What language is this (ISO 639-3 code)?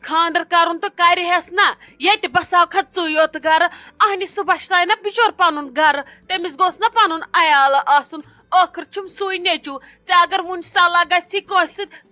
kas